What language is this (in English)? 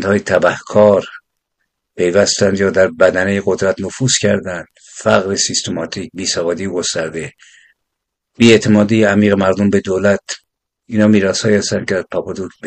Persian